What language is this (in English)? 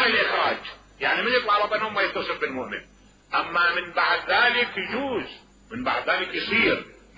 Mesopotamian Arabic